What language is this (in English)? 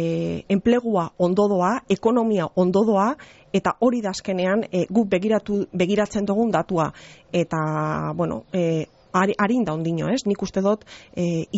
Basque